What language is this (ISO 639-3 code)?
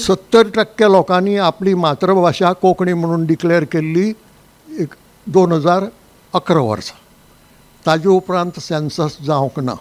kok